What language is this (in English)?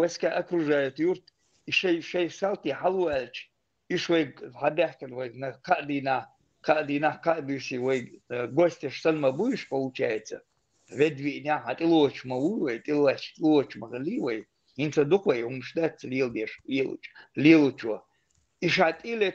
Chechen